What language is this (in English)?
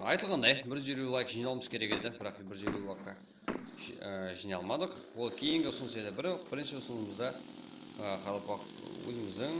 Kara-Kalpak